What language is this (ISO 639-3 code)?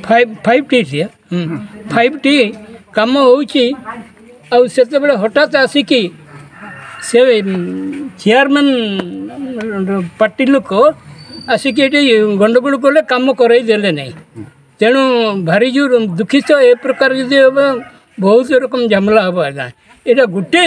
ori